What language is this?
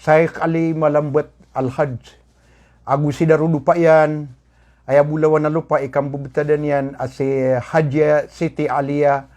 Maranao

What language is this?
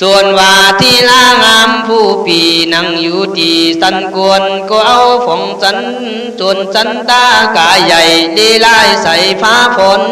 Khün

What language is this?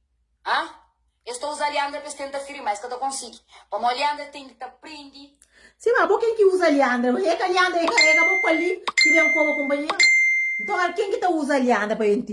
Kabuverdianu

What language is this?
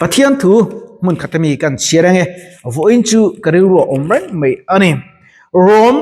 Mizo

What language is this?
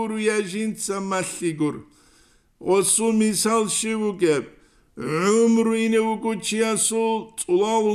Avaric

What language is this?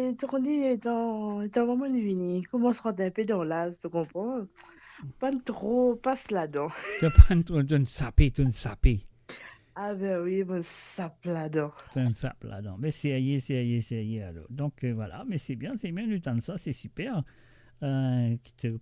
Morisyen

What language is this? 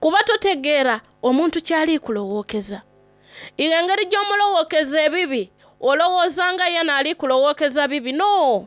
Soga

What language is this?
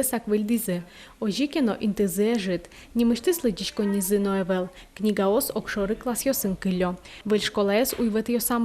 Udmurt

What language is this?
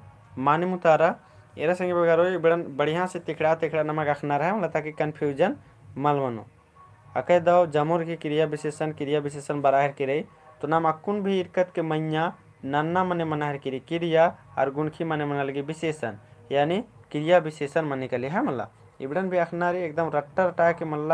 Kurukh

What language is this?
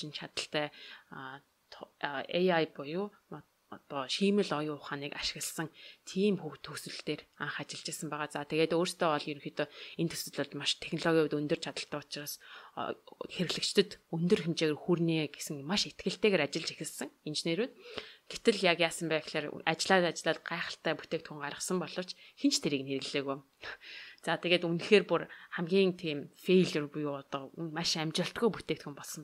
Mongolian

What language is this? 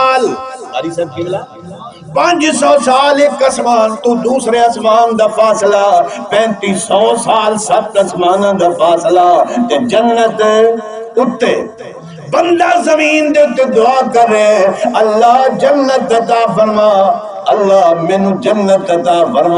Saraiki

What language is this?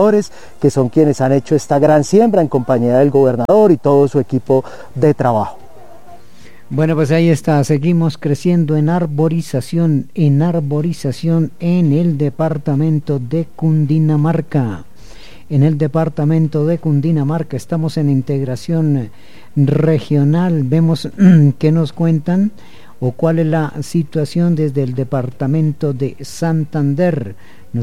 Spanish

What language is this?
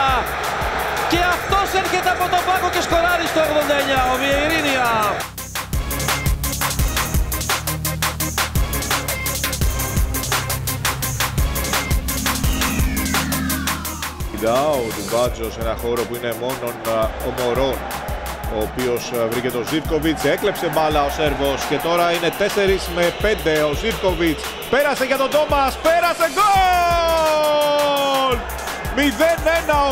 Greek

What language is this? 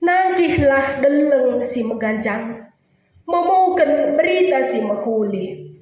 Batak Karo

